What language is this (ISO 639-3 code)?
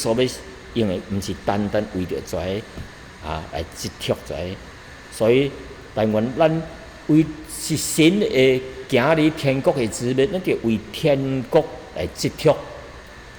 nan